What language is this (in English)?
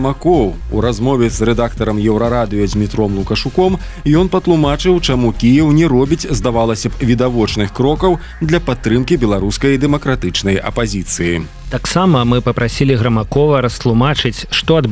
Belarusian